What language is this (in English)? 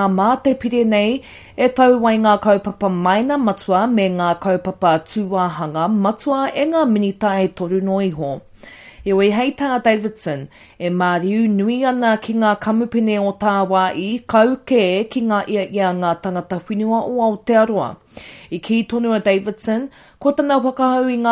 Māori